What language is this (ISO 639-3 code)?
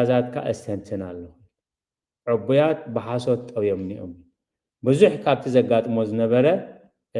tir